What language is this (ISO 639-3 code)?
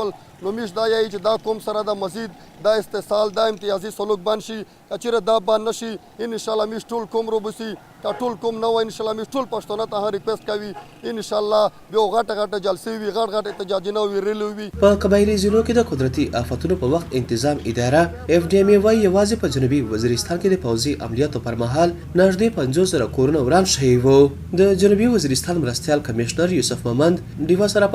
pus